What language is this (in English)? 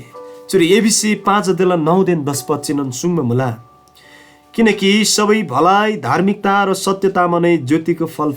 Eastern Tamang